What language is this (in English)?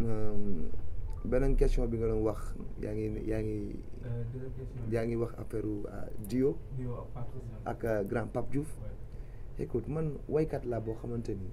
Wolof